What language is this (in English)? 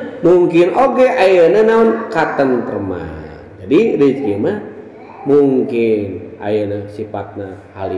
Sundanese